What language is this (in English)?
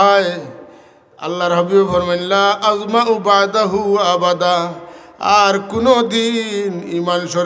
Sylheti